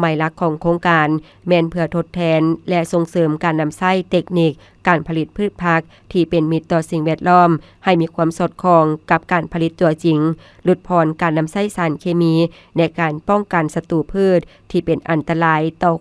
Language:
Lao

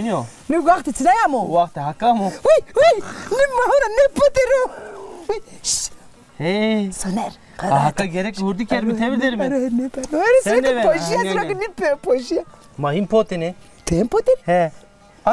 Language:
Zaza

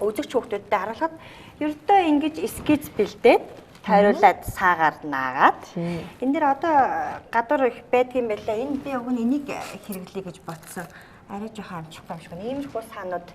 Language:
Mongolian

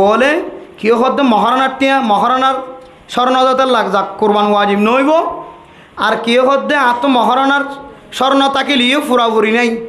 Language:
Rohingya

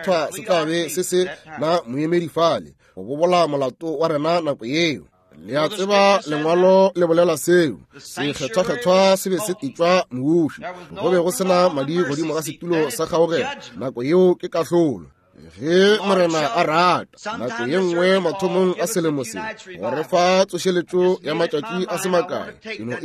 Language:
Northern Sotho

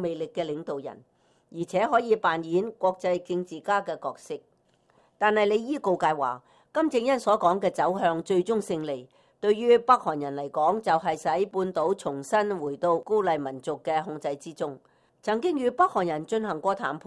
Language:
Cantonese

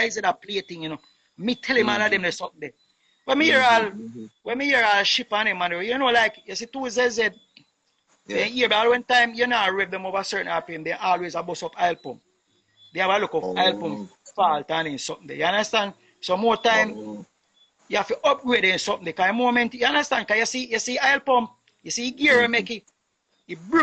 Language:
Jamaican Creole English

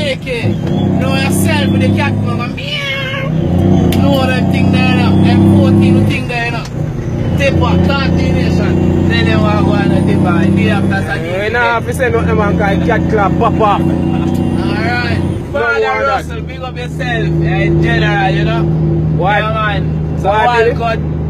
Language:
Jamaican Creole English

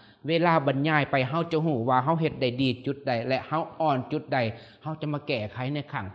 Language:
Lao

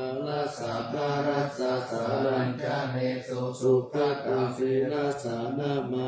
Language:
Pali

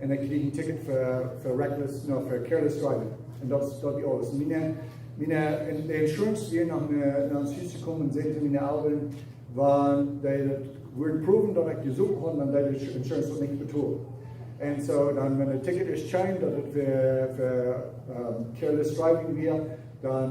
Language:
Plautdietsch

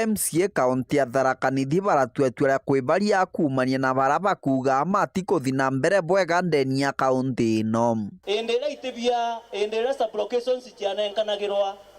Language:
Meru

